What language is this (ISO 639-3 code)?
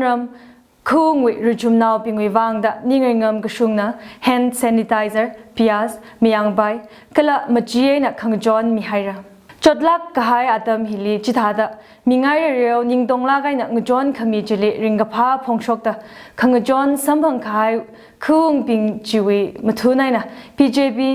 nmf